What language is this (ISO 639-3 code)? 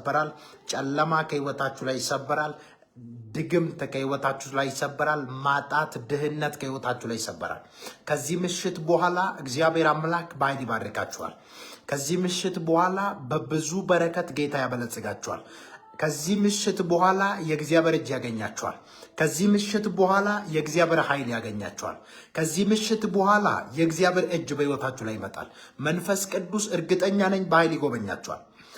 amh